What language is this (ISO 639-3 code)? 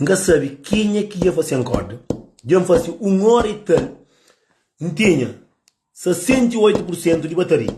kea